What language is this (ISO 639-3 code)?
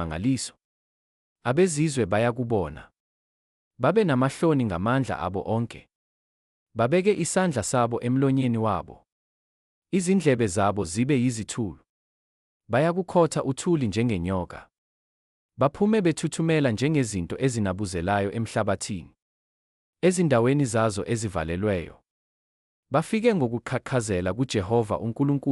zul